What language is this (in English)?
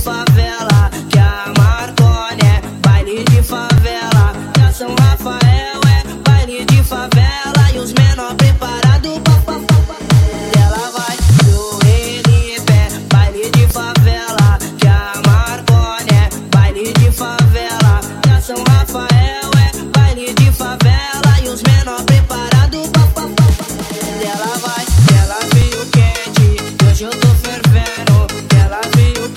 Portuguese